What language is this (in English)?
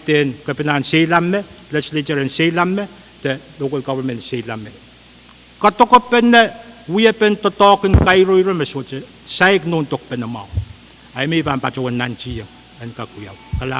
Pohnpeian